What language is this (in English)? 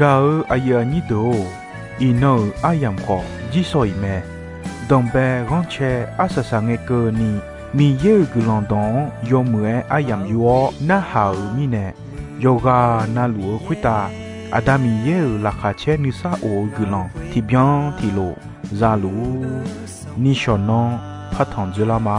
Akha